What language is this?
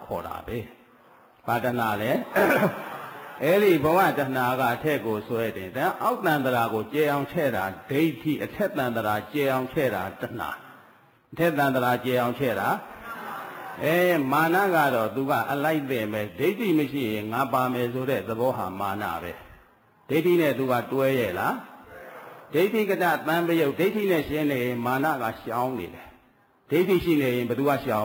Burmese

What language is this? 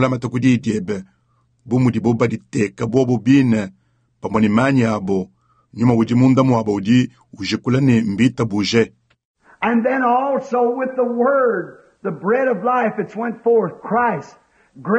Luba-Lulua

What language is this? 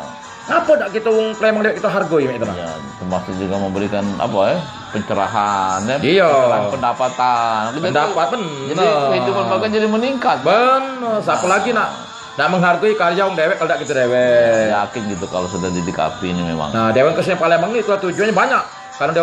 Musi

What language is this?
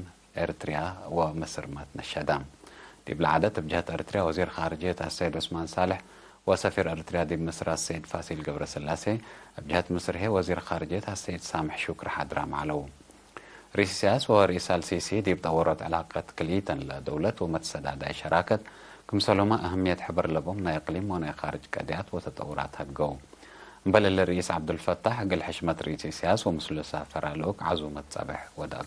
Tigre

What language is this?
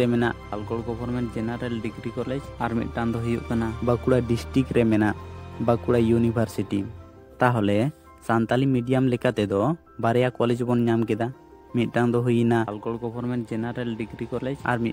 Santali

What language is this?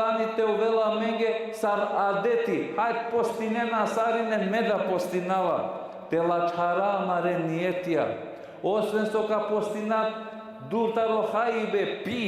Balkan Romani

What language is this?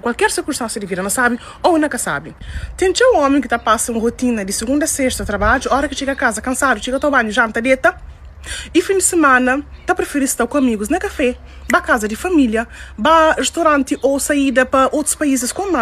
Kabuverdianu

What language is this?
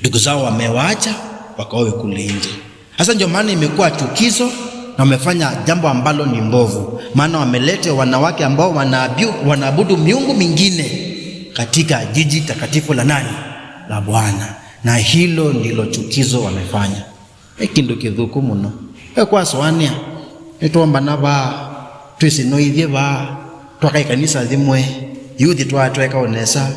Kamba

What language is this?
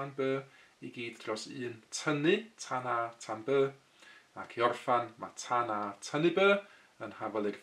Welsh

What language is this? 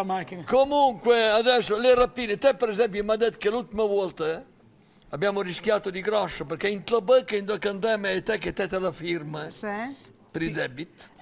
Italian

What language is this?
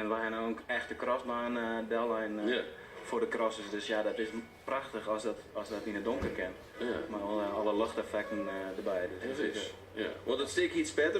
Western Frisian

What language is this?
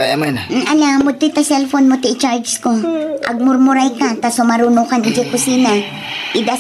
Iloko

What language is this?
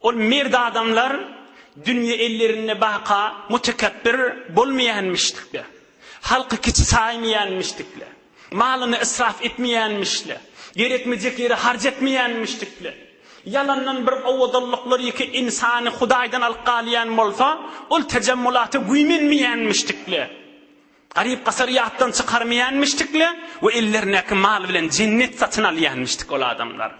Turkmen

